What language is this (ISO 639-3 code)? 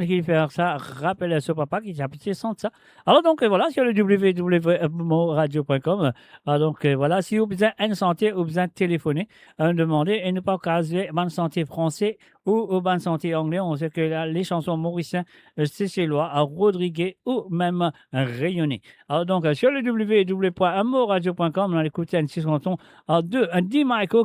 mfe